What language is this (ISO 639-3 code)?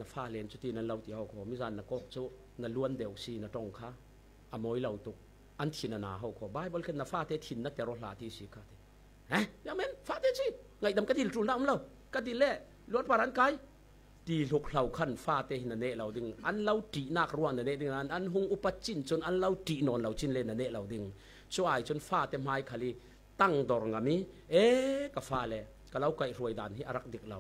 cfm